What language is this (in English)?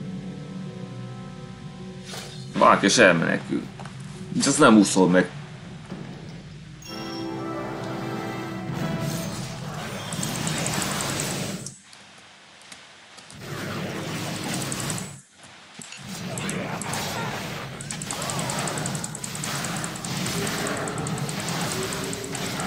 Hungarian